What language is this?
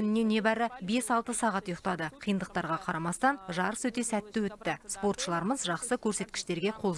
Kazakh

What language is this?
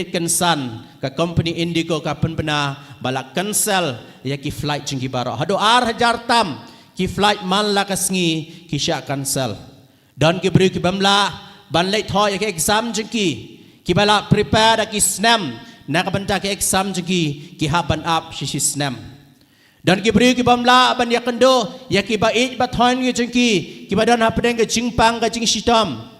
Khasi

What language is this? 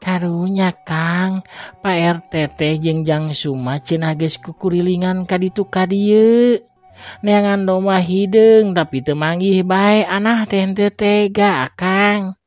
Sundanese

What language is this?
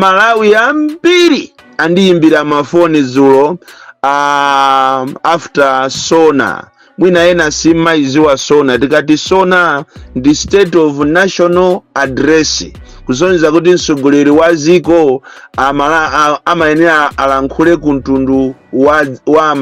Nyanja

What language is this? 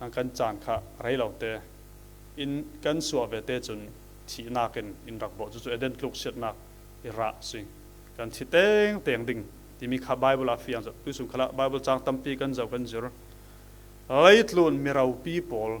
Falam Chin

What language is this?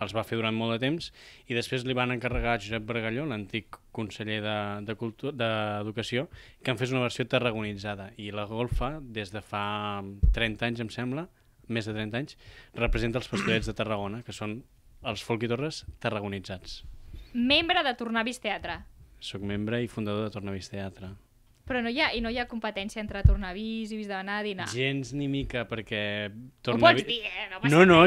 Catalan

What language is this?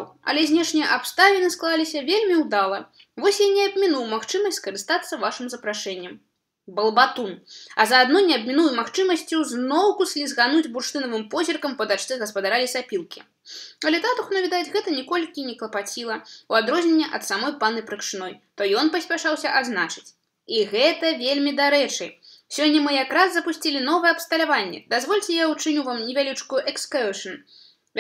Belarusian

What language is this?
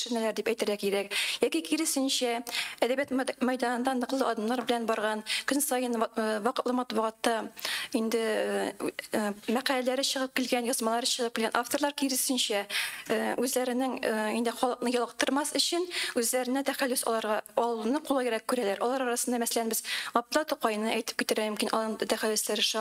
Tatar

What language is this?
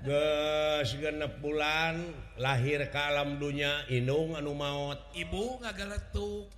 Sundanese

